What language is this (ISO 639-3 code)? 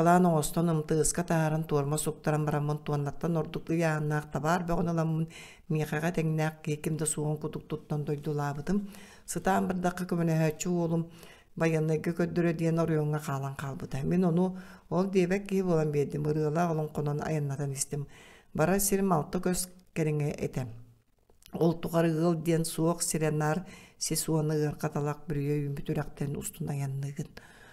sah